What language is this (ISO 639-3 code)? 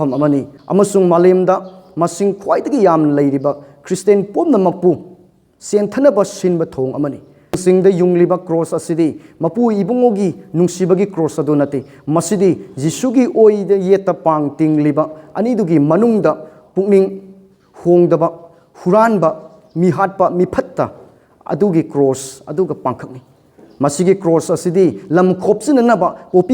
mni